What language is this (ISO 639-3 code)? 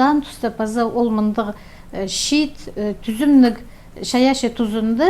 kjh